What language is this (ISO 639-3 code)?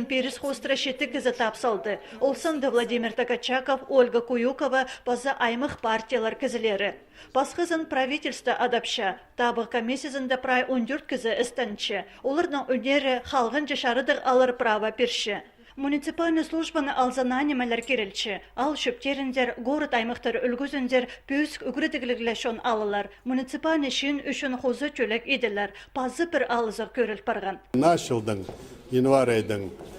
kjh